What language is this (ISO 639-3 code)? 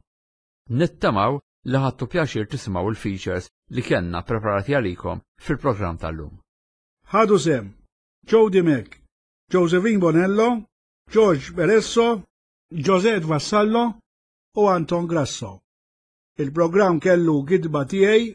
mlt